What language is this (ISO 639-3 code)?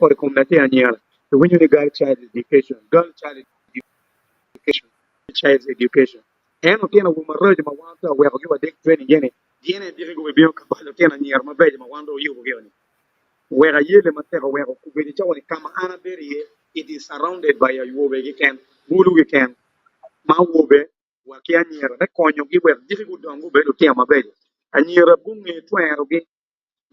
ach